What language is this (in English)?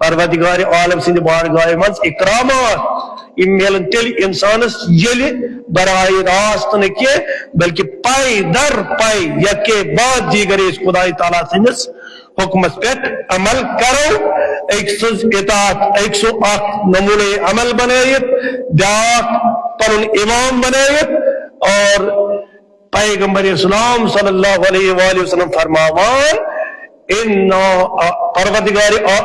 Kashmiri